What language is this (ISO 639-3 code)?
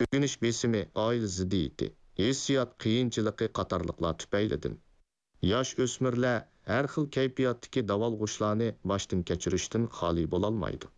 uig